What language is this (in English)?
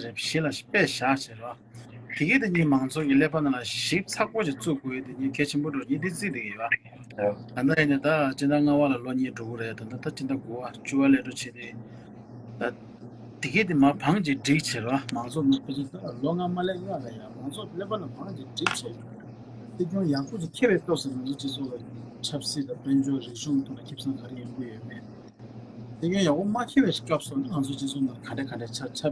Tibetan